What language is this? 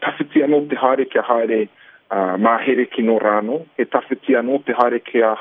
Māori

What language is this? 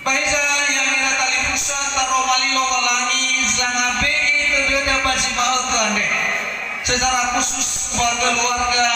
Nias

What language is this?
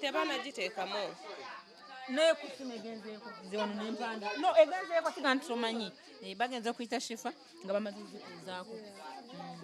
Ganda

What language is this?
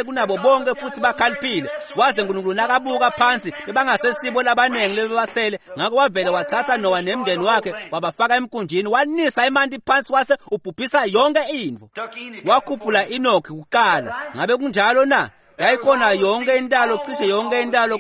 Swati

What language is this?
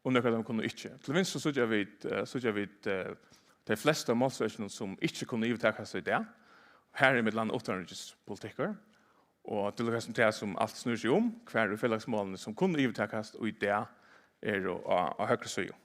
Faroese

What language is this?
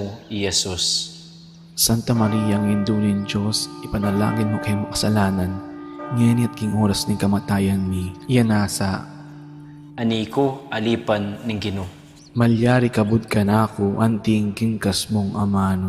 Pampanga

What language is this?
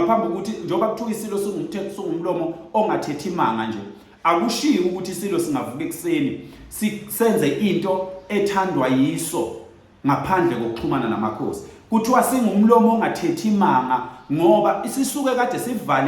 Zulu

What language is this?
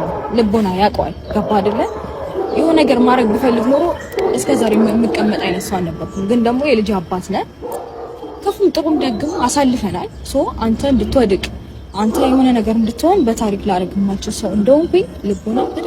Amharic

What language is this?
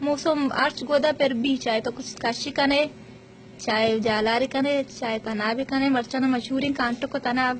Baluchi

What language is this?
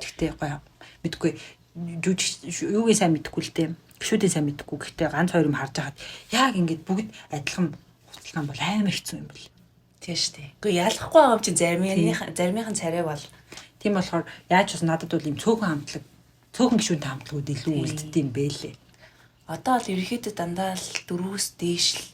Mongolian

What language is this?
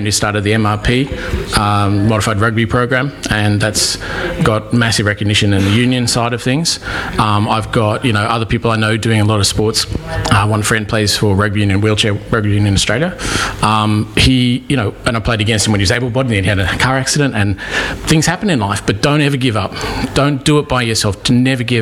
English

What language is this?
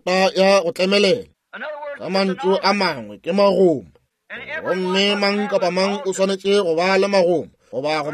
Northern Sotho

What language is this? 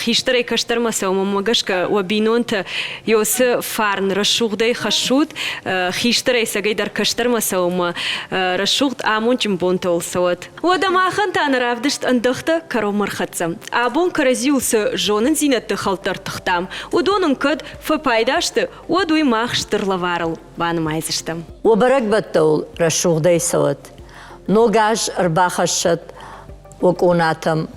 Ossetic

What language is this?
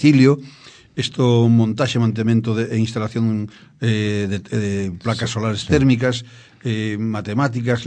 Galician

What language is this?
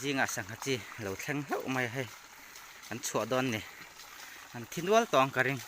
Mizo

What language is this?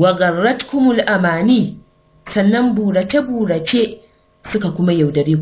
Hausa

